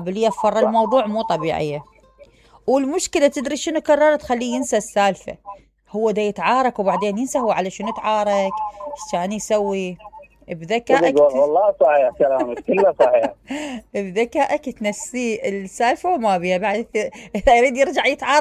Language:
Mesopotamian Arabic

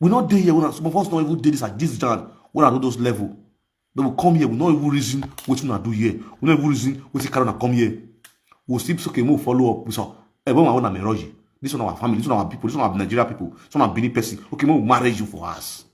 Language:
Nigerian Pidgin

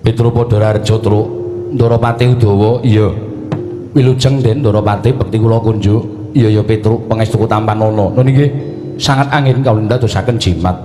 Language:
Javanese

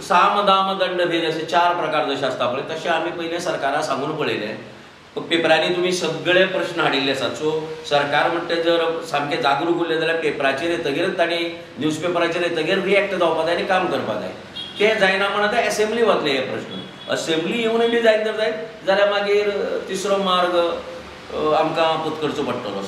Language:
Konkani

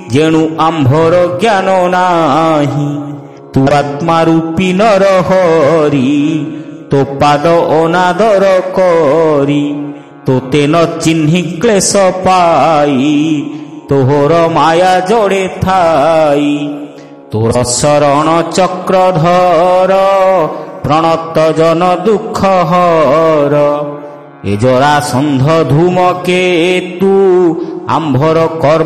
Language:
Odia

